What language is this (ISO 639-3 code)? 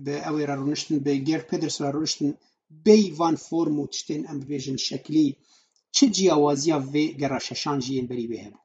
kur